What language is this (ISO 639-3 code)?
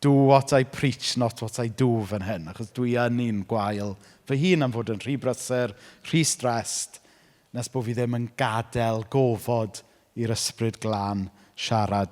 cym